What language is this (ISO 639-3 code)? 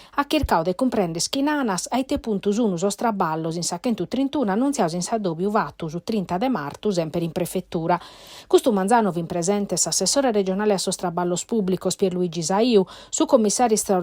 srd